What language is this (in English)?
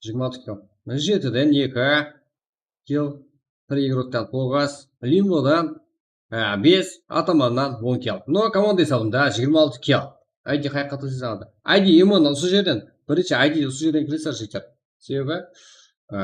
Kara-Kalpak